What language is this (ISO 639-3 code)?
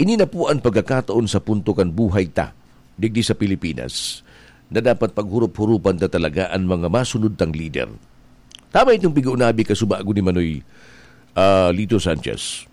bik